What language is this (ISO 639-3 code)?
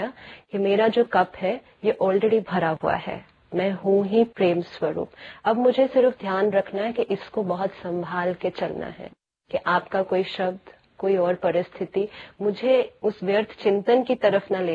hin